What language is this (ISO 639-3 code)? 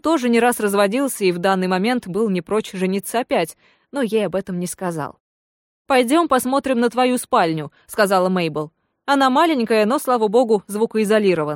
rus